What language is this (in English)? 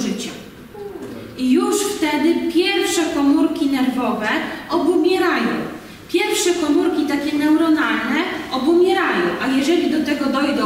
Polish